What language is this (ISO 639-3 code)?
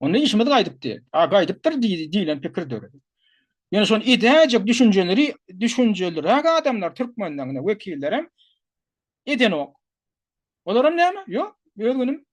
tuk